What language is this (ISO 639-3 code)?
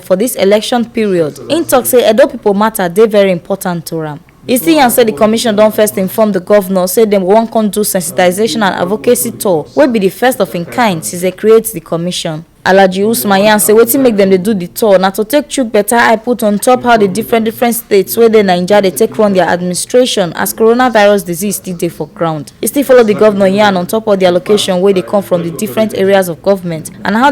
pcm